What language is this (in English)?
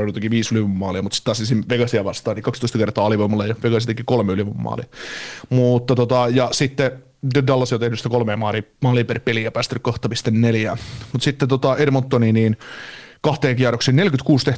Finnish